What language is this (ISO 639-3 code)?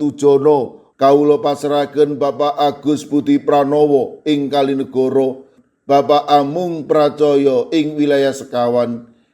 jav